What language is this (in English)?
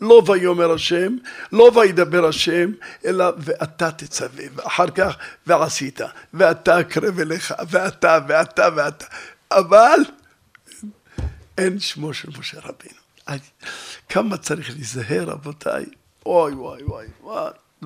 Hebrew